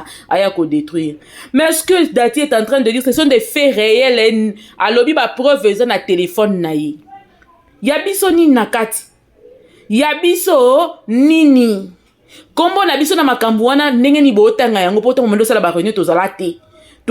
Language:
Lingala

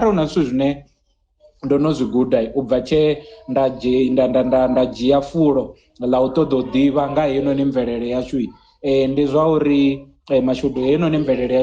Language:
Venda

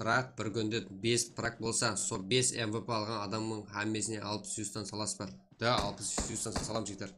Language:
Kara-Kalpak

